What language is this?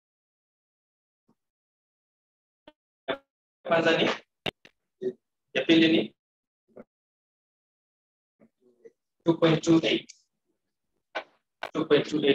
Swahili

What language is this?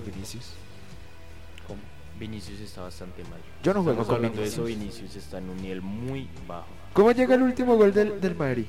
Spanish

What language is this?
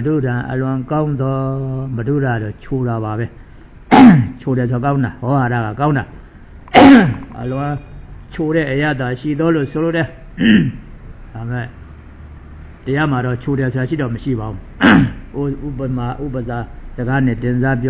Burmese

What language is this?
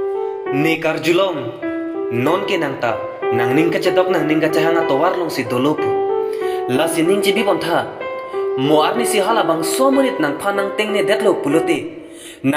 Karbi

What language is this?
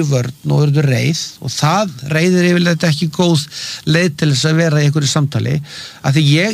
Icelandic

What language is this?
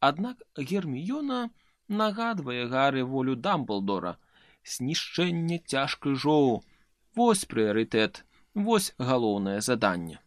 Belarusian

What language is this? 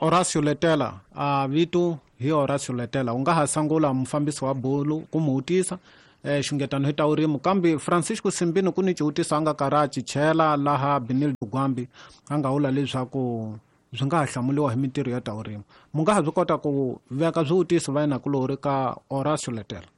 Tsonga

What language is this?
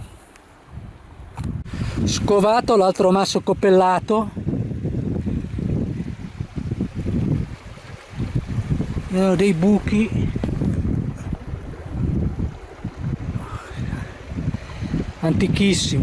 Italian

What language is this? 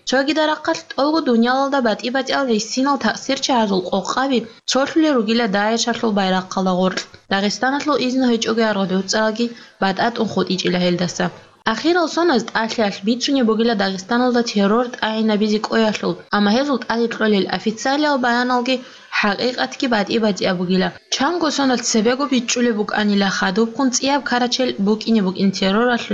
Avaric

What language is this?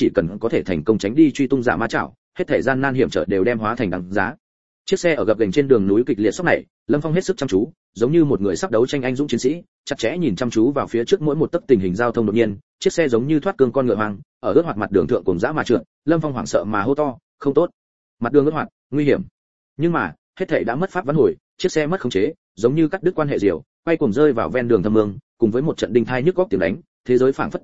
Vietnamese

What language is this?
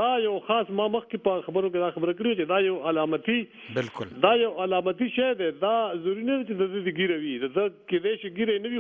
Pashto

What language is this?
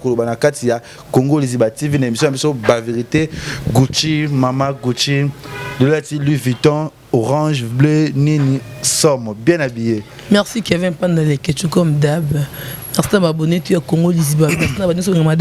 Lingala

